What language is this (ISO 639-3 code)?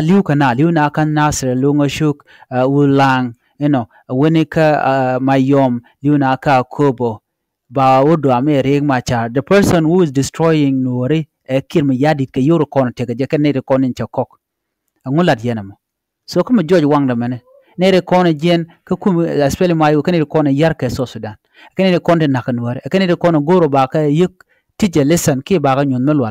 nus